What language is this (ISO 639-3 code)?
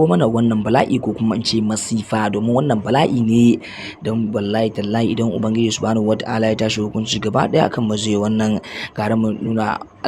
hau